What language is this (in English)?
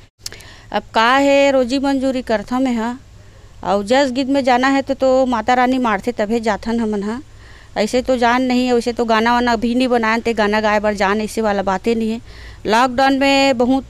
Chhattisgarhi